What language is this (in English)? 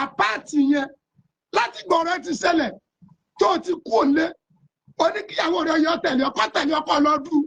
Yoruba